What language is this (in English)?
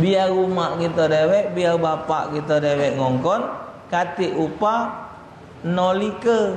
Musi